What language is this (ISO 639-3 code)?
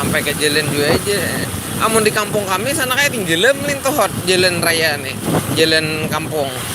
bjn